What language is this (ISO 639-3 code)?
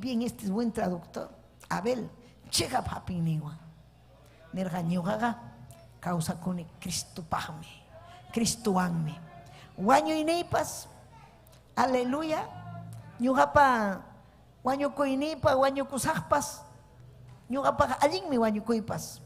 quy